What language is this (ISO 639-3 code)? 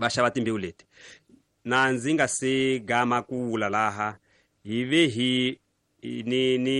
tso